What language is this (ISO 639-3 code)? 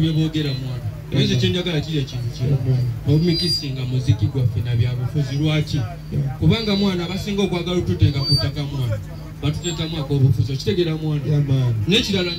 lug